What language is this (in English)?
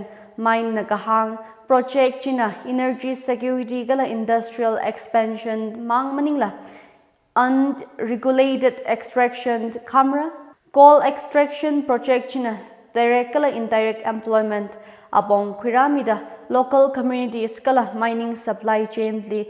Tangkhul Naga (India)